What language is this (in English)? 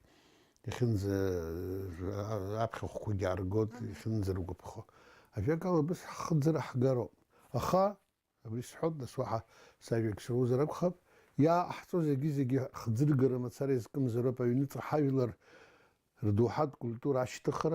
Abkhazian